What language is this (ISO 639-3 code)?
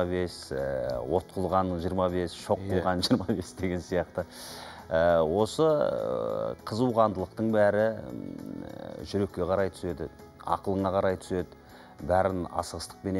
kaz